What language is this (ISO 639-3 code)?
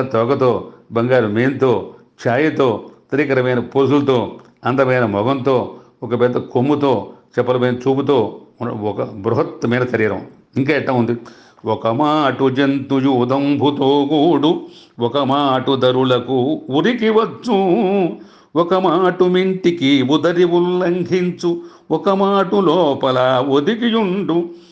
tel